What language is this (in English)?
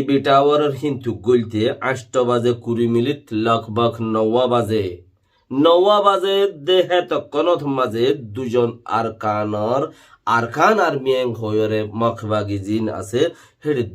Rohingya